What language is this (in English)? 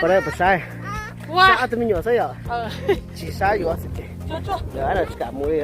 Hmong